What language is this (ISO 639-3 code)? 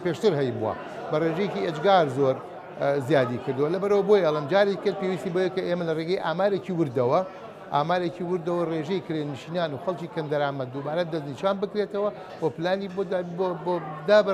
ckb